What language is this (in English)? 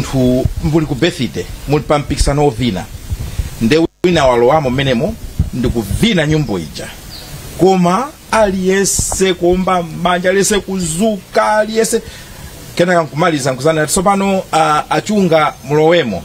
Nyanja